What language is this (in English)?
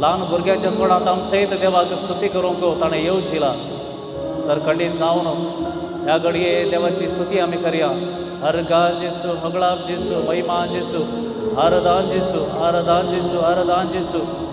Konkani